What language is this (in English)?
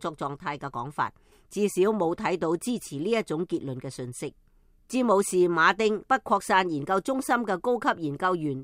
Cantonese